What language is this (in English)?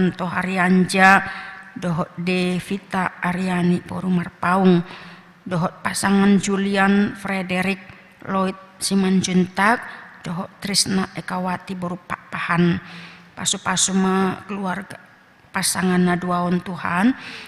Batak Toba